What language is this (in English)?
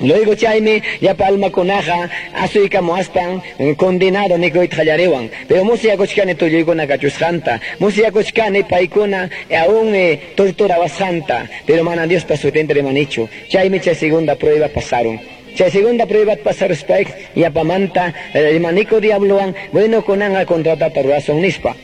Quechua